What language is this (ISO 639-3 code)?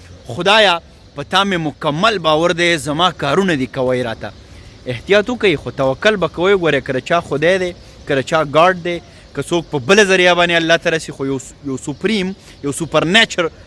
pus